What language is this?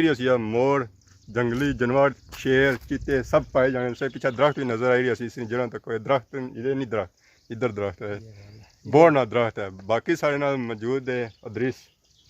Pahari-Potwari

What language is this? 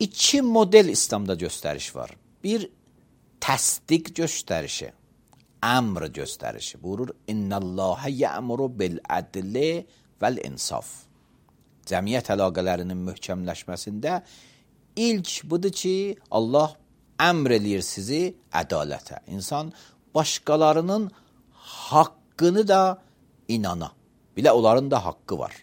Azerbaijani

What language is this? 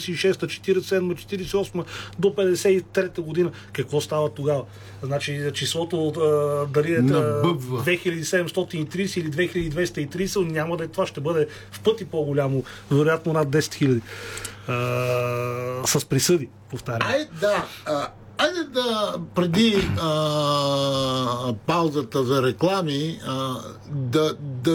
Bulgarian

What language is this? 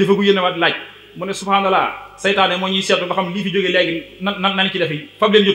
Wolof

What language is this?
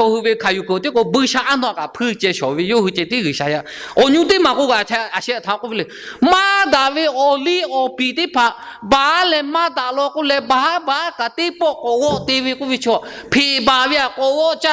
Lahu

